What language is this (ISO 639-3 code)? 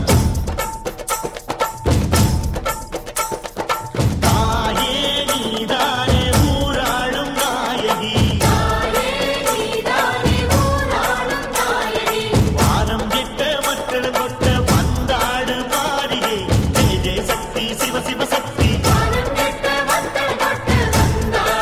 tam